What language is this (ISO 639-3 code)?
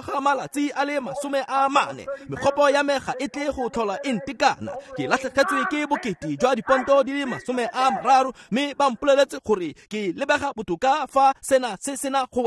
tsn